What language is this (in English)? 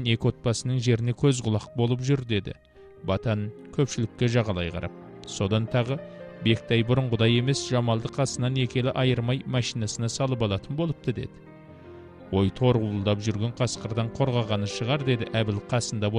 Kazakh